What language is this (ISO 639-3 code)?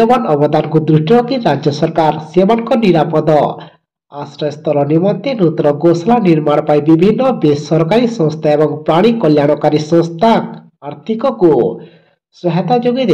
ori